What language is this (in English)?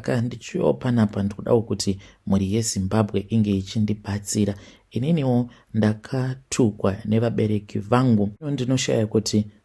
Shona